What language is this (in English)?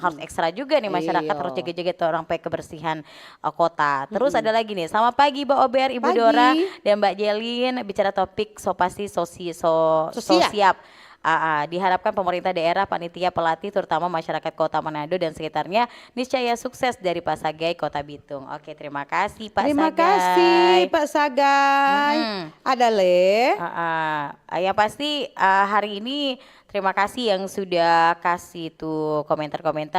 Manado Malay